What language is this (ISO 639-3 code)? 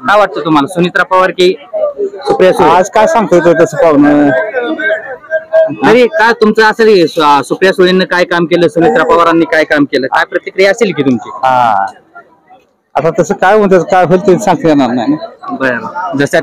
mar